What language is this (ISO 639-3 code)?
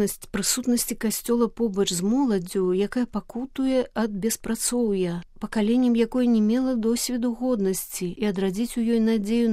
bel